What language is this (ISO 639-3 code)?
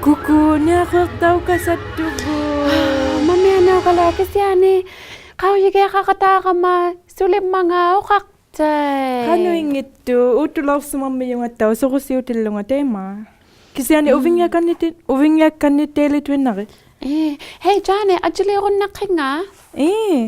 iku